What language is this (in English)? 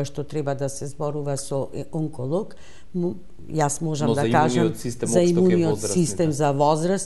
Macedonian